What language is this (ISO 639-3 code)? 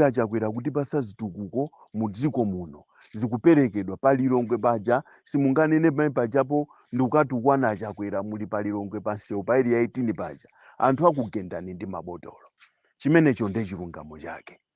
nya